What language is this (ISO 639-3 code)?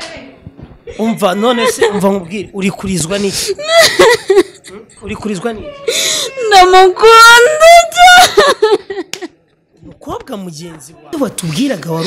kin